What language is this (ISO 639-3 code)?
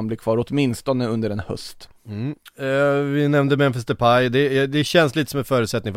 swe